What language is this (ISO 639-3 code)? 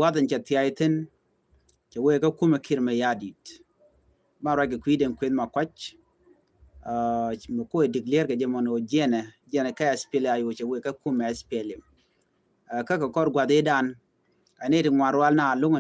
nus